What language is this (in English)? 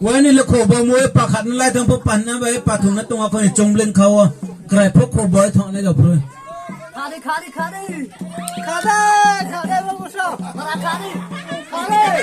Riang (India)